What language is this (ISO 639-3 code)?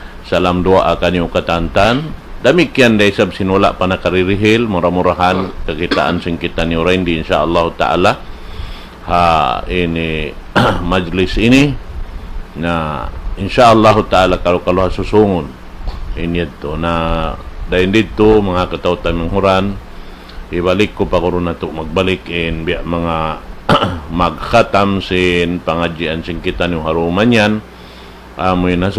tsg